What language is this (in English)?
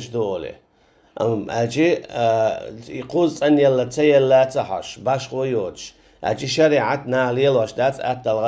Chechen